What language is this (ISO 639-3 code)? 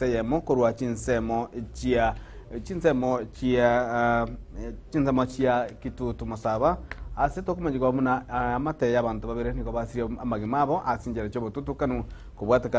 guz